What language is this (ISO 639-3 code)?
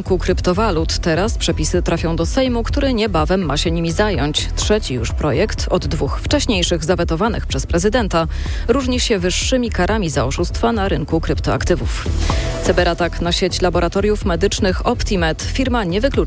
pol